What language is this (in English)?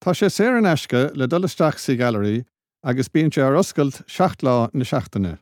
Irish